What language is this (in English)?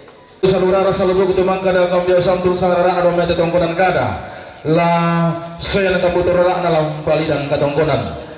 Toraja-Sa'dan